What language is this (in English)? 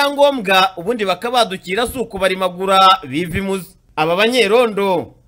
Kinyarwanda